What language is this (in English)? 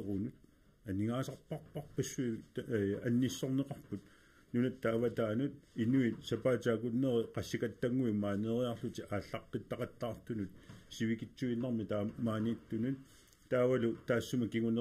Kalaallisut